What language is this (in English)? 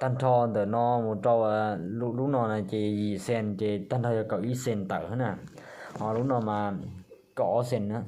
Hmong